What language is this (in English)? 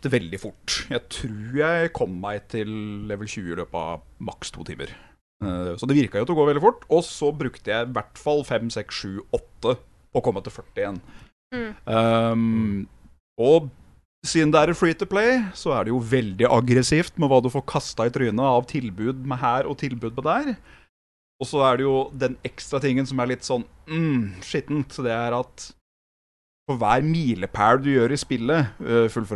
Norwegian